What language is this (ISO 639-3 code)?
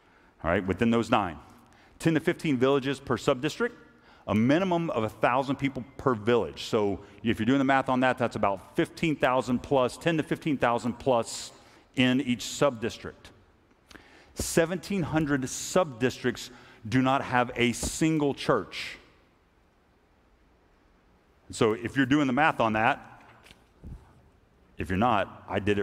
eng